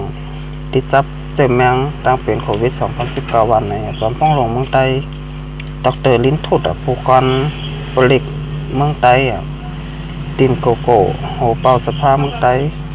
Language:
Shan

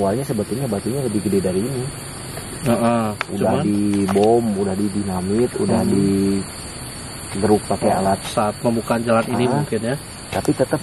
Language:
Indonesian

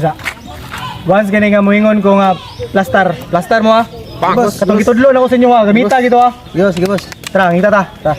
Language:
Cebuano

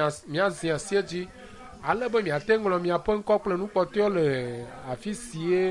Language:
Ewe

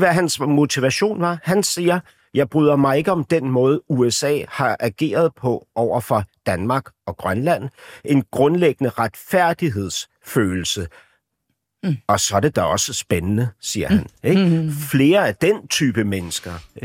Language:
Danish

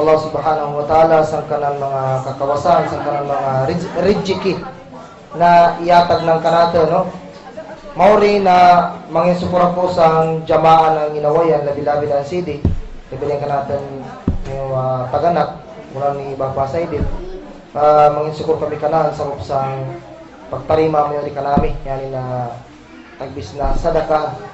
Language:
Kagan Kalagan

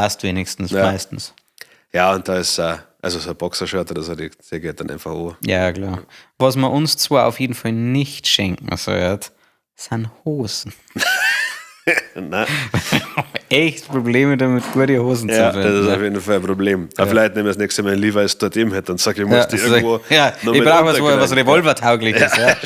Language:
Bavarian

